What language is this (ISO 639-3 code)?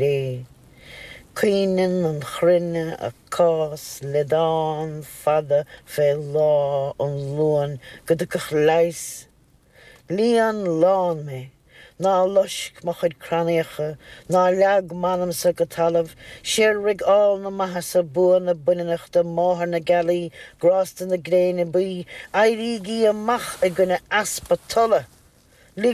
gle